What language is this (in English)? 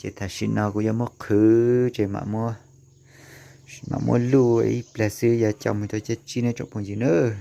Hmong